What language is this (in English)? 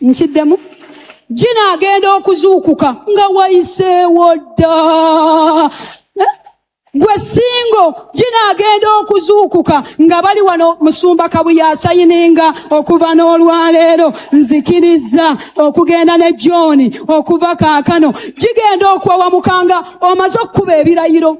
Ganda